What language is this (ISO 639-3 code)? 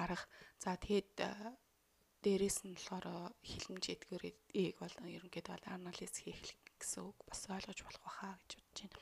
mon